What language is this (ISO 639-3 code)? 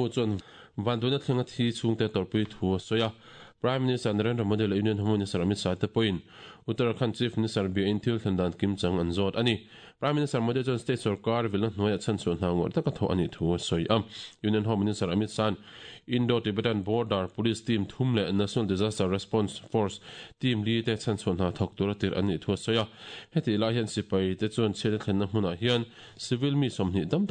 lus